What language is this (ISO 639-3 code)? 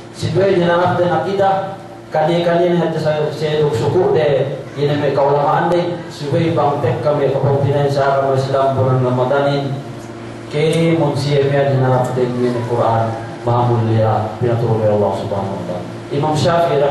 yka